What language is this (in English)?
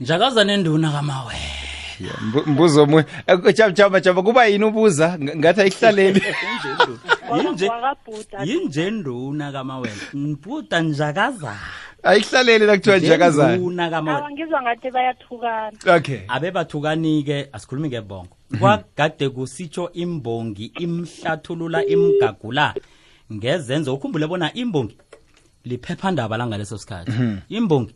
South Ndebele